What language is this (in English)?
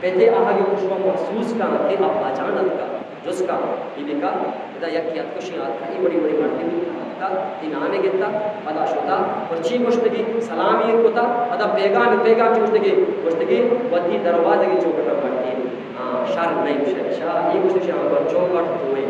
Eastern Balochi